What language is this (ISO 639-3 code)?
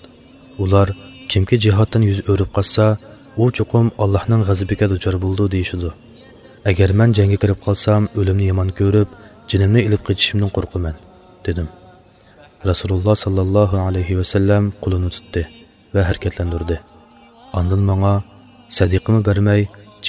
uig